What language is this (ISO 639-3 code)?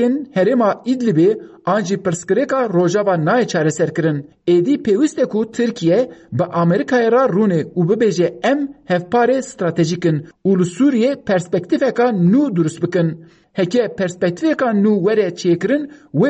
kur